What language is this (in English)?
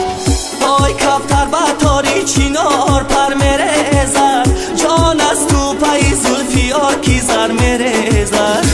Tajik